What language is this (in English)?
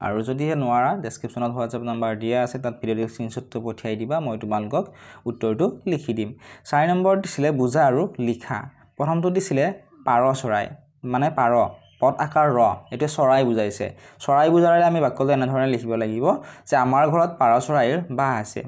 Assamese